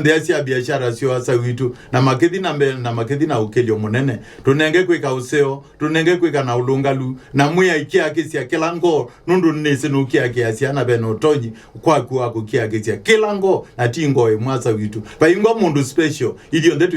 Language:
Kamba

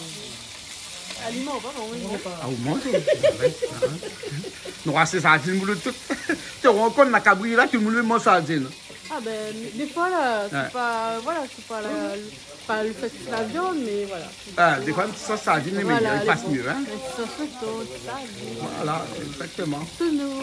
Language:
Réunion Creole French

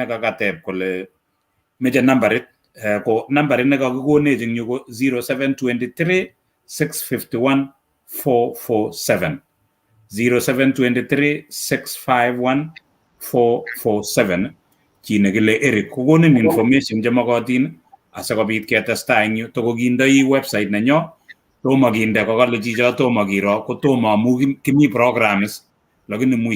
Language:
Kalenjin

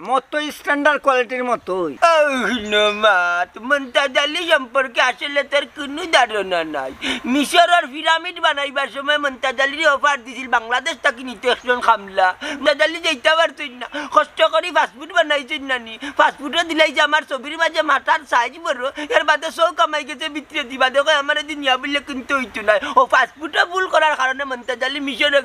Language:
Sylheti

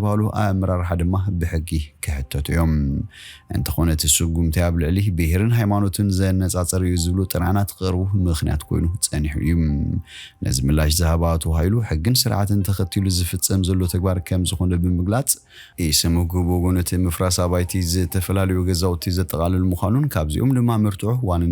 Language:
Tigrinya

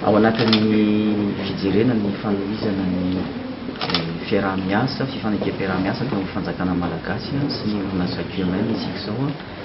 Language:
Malagasy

